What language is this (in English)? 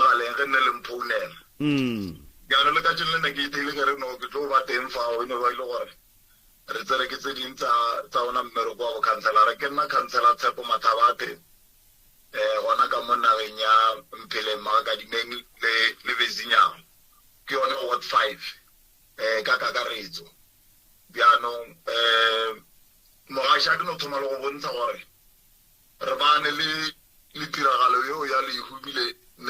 Northern Sotho